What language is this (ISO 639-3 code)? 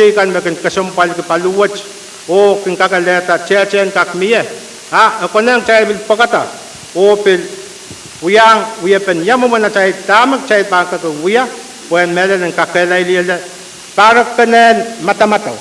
pon